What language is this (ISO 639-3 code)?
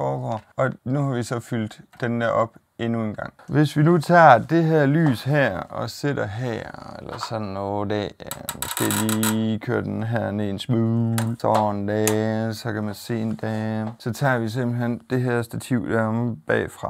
dan